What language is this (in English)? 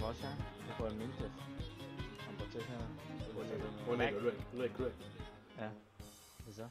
Swiss German